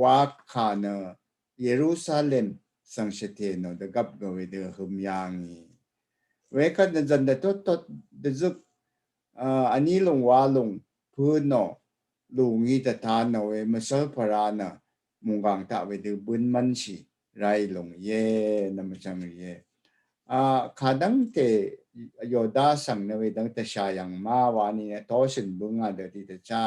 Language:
Rawang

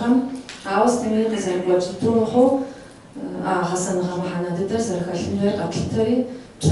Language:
Kabardian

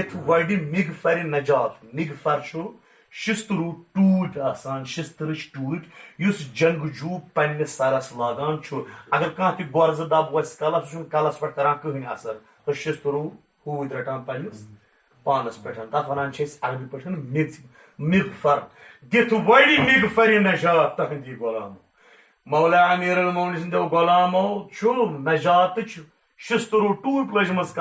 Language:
Kashmiri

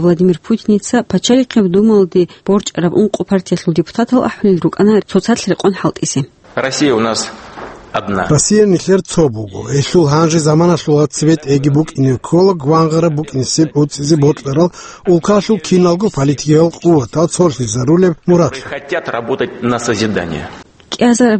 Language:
Avaric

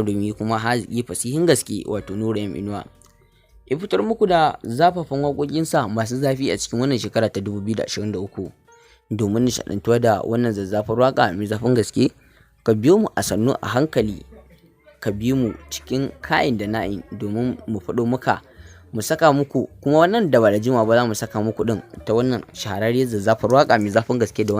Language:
Hausa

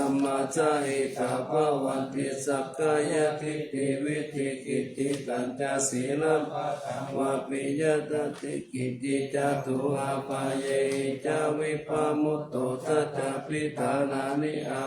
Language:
Pali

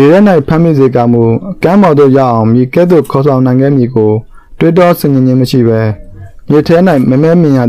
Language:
Burmese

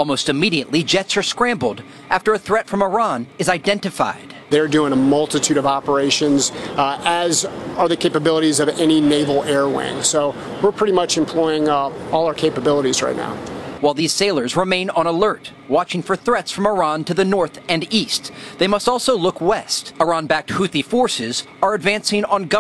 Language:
English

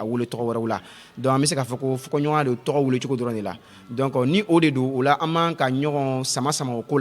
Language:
Bambara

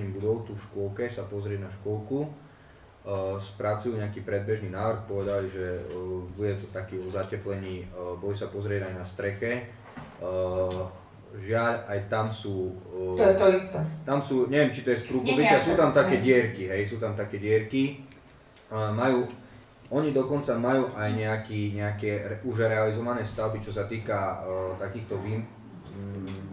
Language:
Slovak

